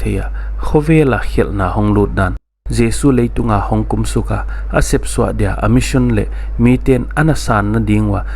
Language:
Paite Chin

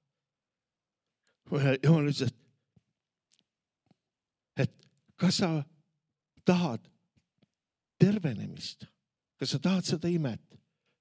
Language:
Estonian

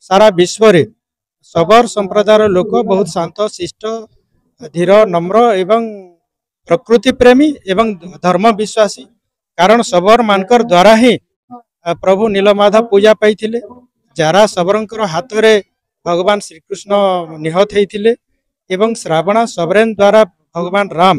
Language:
Odia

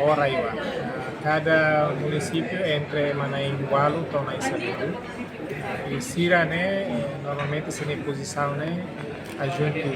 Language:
Tetum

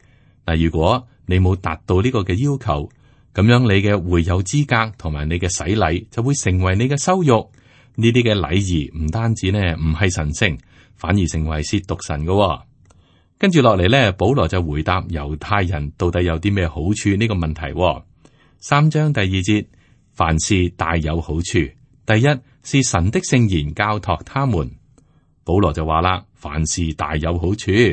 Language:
Cantonese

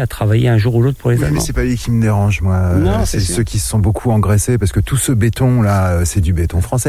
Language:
French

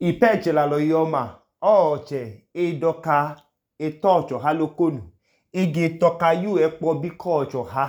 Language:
Idoma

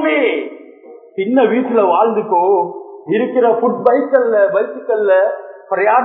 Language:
Tamil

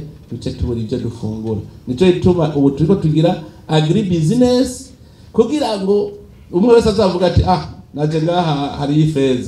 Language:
Rundi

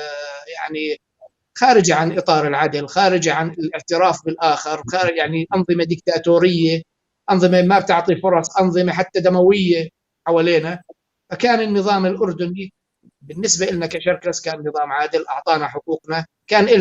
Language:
North Levantine Arabic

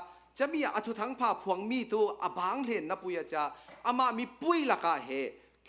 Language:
Hakha Chin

